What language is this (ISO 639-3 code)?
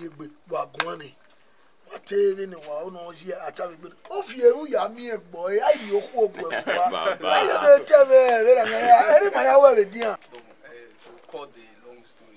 bin